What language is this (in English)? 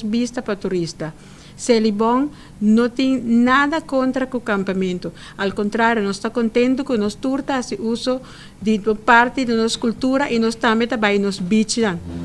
Papiamento